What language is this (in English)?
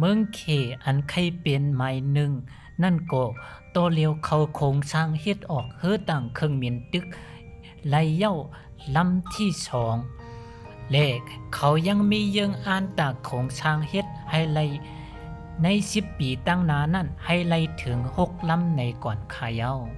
Shan